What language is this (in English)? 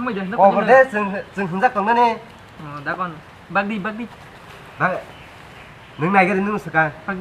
Kok Borok